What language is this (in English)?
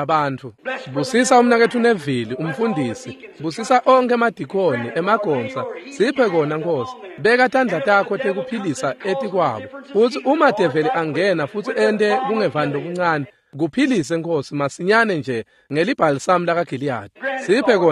Swati